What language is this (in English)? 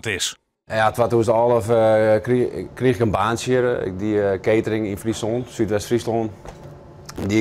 Western Frisian